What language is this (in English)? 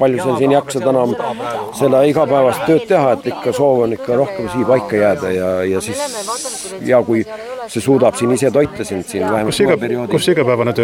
Estonian